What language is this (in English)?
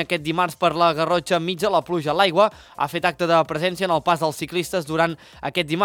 Catalan